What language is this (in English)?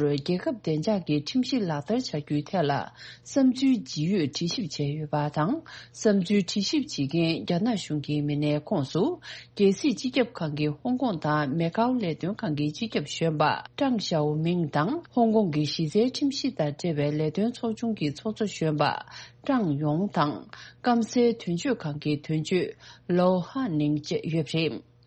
Tibetan